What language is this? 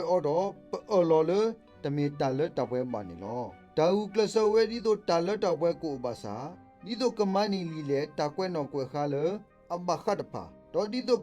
S'gaw Karen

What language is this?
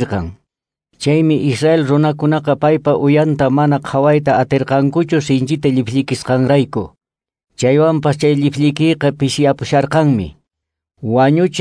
Quechua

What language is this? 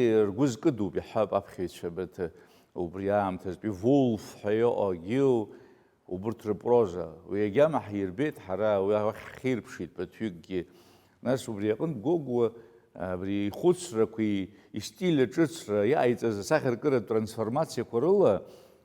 Abkhazian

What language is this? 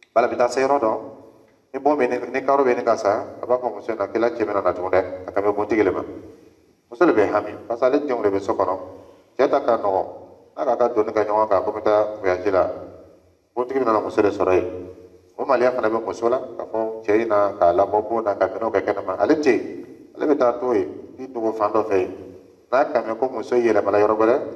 Dyula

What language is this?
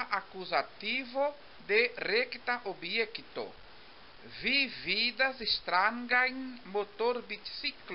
Esperanto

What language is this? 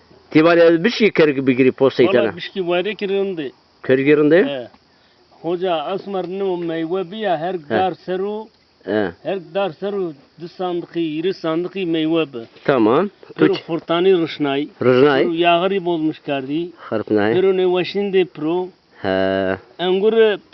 Zaza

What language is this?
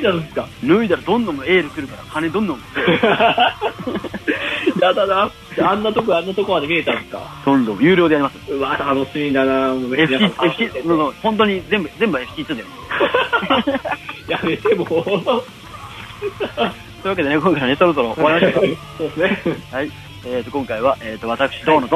Japanese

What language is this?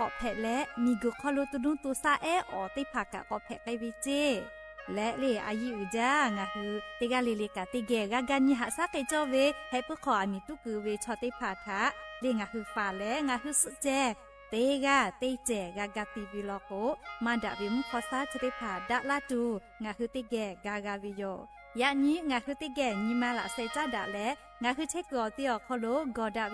Lahu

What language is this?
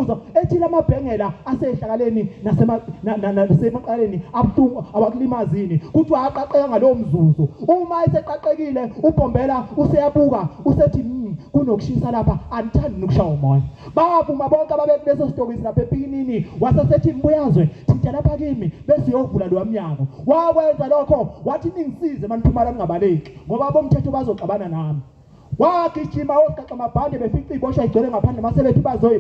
Zulu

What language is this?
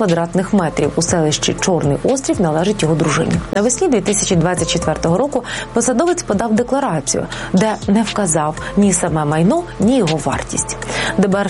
Ukrainian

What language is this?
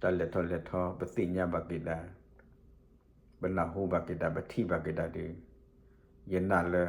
S'gaw Karen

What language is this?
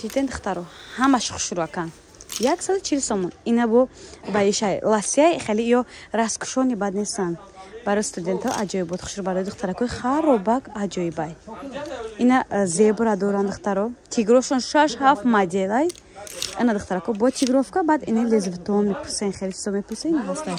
Tajik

